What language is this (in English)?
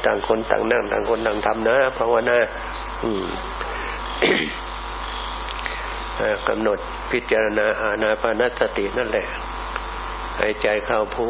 Thai